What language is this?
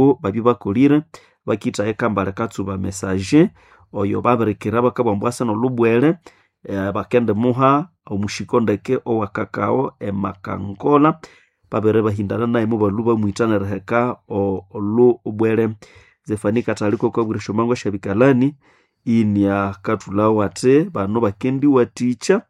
Nande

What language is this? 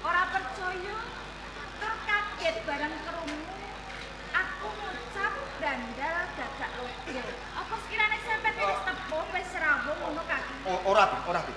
Javanese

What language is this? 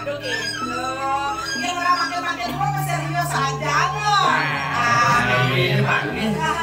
Balinese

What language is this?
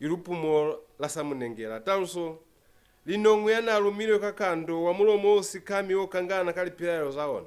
Lozi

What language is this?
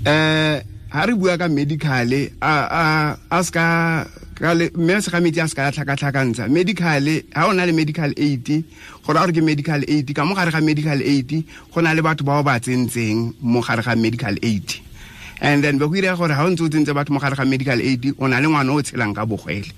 Tswana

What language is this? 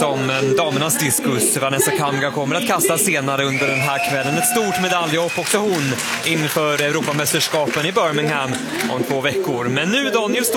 Swedish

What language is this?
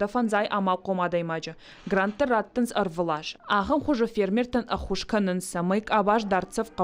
Ossetic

